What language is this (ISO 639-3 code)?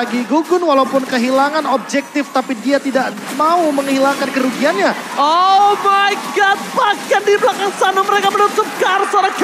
ind